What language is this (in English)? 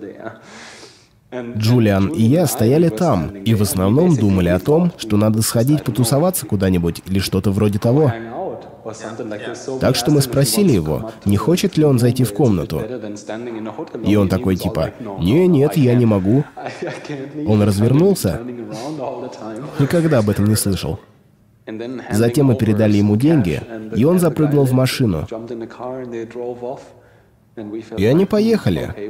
Russian